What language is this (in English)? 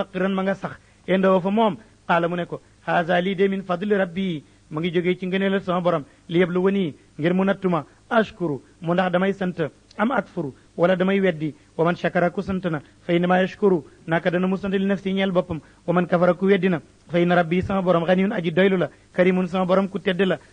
Wolof